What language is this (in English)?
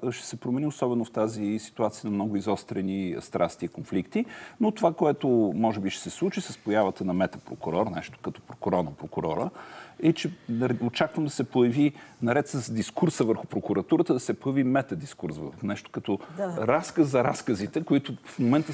Bulgarian